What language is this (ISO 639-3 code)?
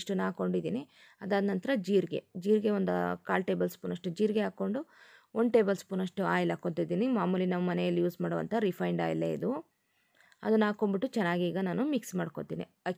kan